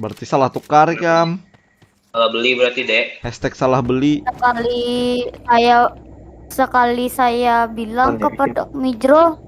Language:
Banjar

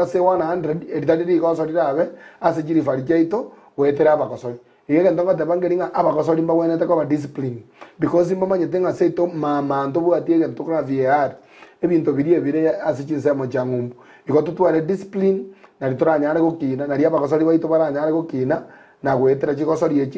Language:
Gusii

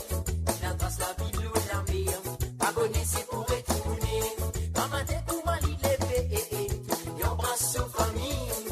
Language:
Morisyen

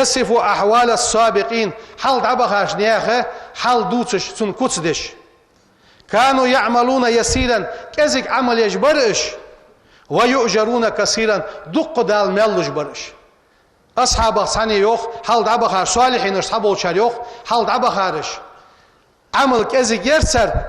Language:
Ingush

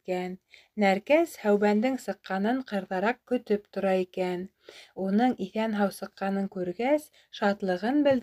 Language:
Bashkir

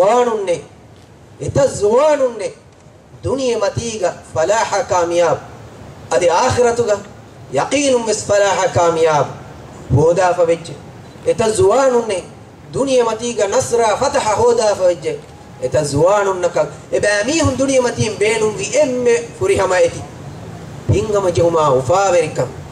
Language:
Divehi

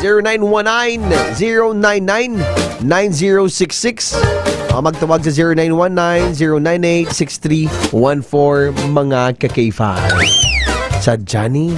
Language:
Hiligaynon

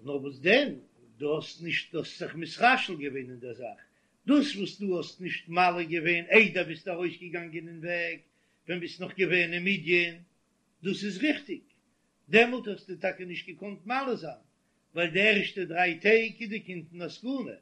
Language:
Yiddish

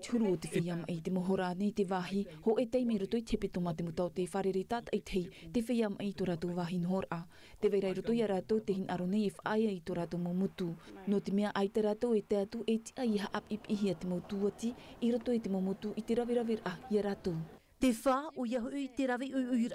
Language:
Tahitian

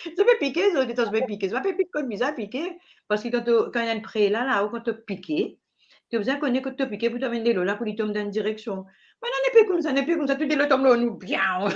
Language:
Morisyen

